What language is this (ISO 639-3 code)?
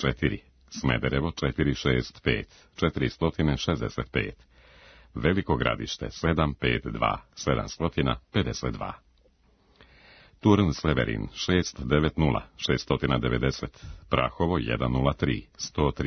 srp